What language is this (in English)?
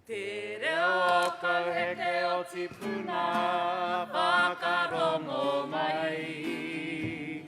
Māori